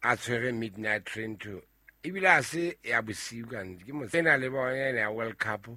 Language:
Southern Sotho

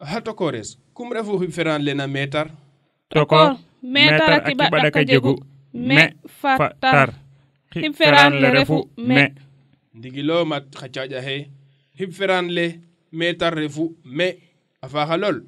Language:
Serer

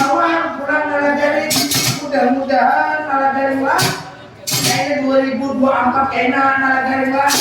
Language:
Banjar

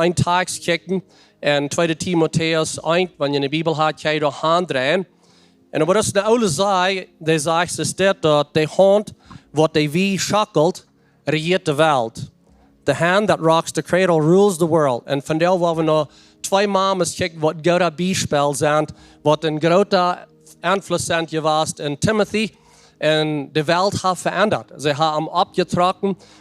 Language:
Plautdietsch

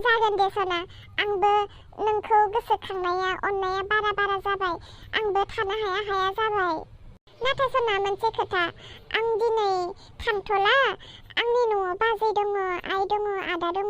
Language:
Bodo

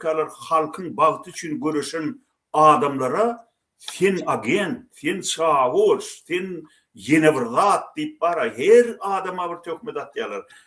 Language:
Turkmen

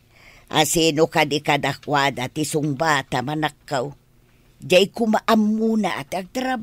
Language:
Iloko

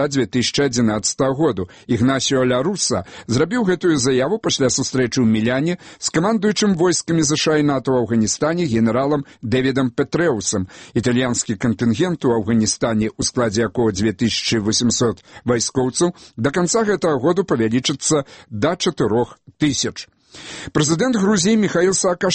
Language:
Belarusian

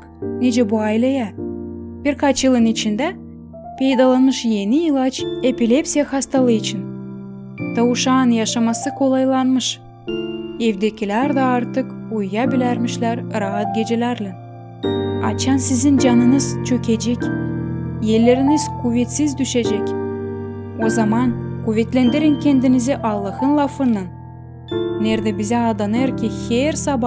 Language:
Gagauz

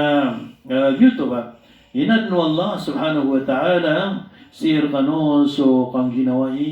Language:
Maranao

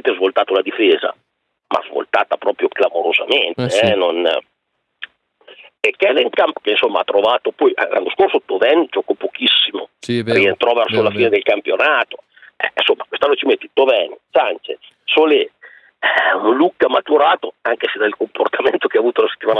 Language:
Italian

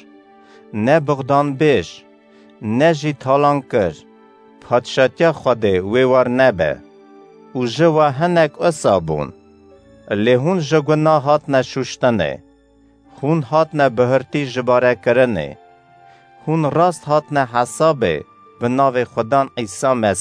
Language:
Kurdish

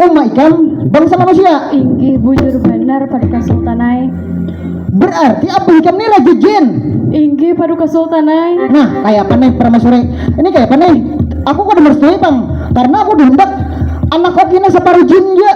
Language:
Banjar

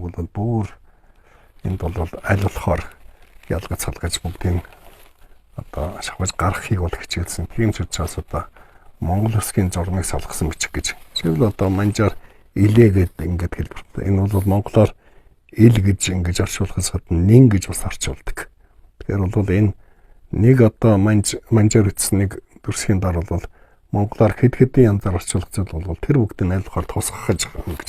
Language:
Mongolian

